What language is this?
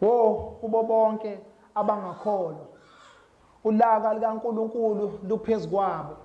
Zulu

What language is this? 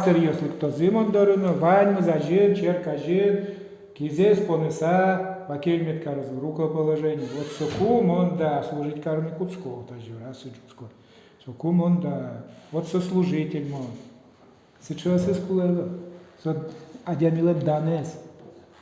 Udmurt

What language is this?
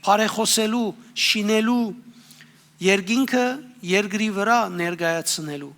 Western Armenian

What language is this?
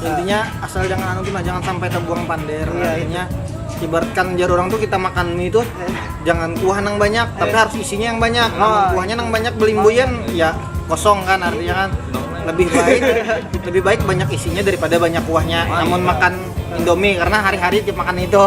Banjar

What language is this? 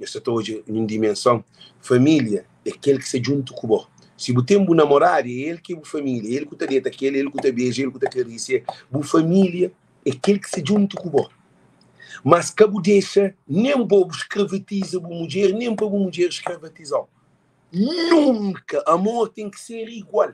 Kabuverdianu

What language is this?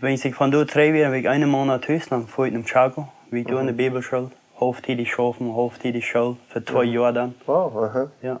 Plautdietsch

